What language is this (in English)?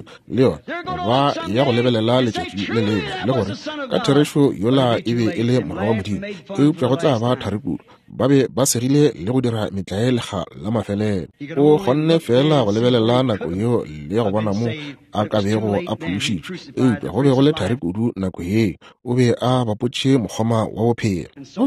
Northern Sotho